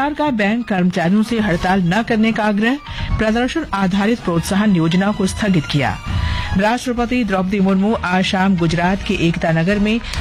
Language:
Hindi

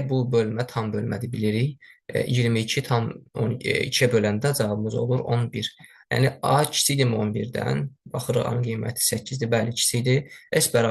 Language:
Azerbaijani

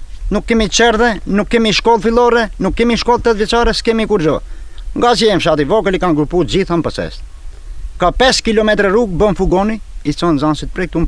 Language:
Albanian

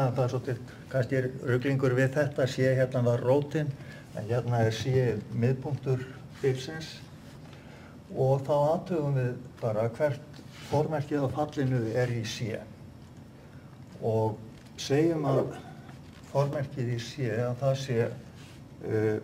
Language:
Icelandic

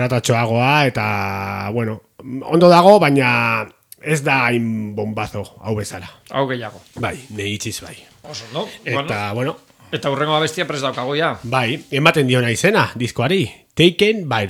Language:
Basque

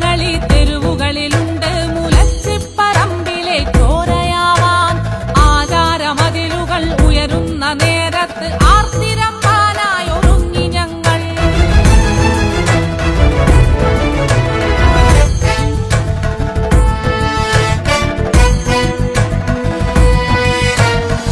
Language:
Malayalam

